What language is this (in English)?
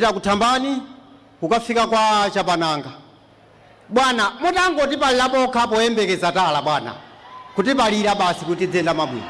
Nyanja